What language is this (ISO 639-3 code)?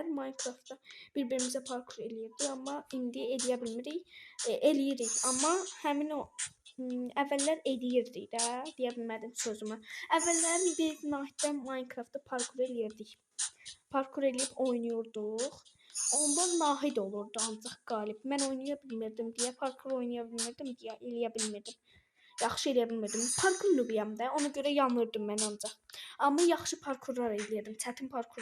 aze